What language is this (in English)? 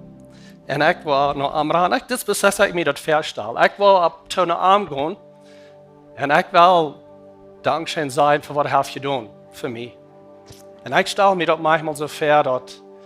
Plautdietsch